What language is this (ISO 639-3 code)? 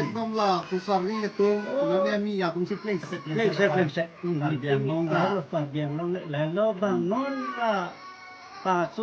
mjw